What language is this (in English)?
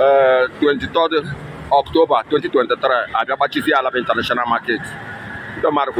Igbo